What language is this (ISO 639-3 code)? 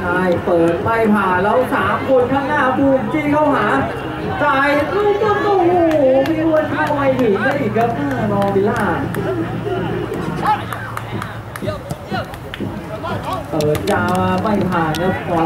tha